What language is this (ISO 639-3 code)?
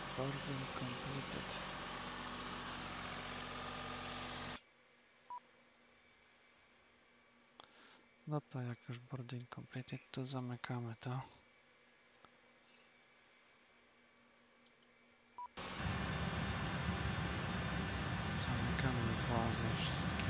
pol